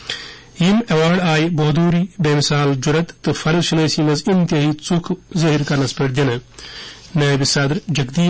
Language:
Kashmiri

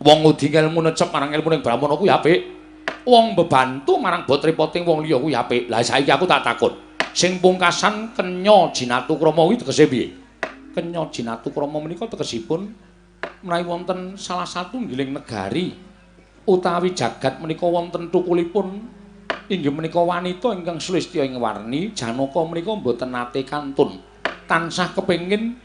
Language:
Javanese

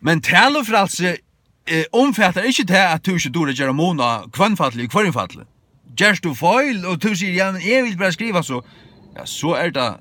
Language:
Faroese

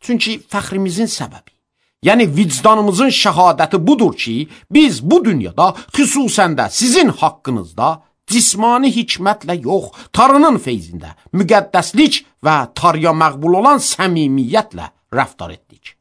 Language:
Azerbaijani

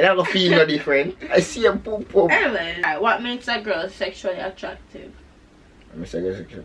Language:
Jamaican Creole English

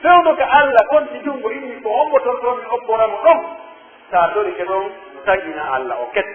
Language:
Pular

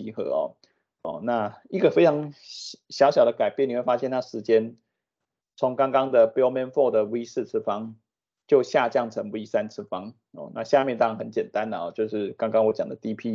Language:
Chinese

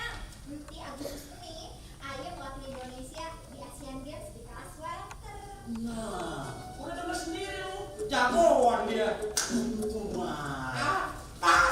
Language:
Betawi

